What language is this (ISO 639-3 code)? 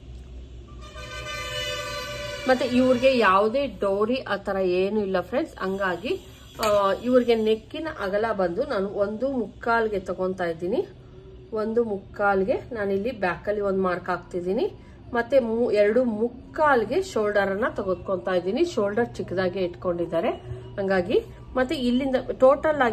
kan